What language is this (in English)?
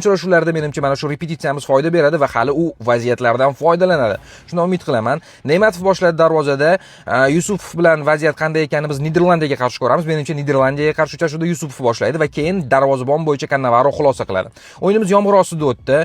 Uzbek